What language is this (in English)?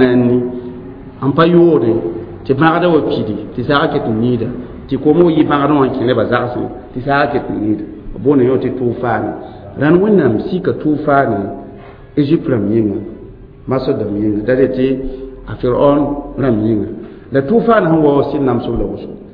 Mossi